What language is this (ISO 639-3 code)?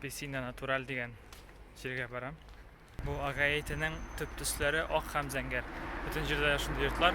tat